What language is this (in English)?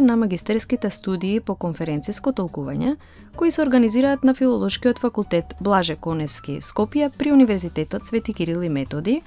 Macedonian